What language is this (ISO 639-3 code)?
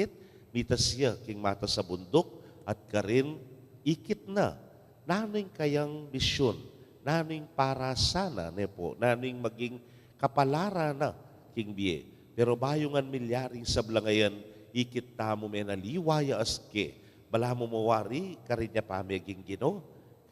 pam